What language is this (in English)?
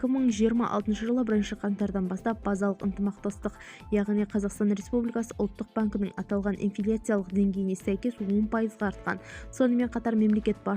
Kazakh